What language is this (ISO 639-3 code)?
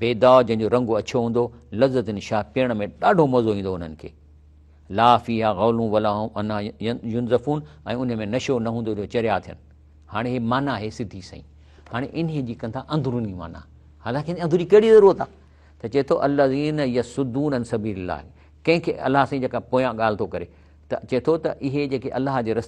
snd